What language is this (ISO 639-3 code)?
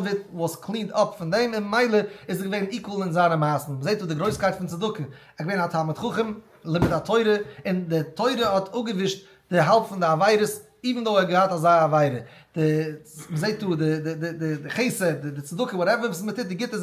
yid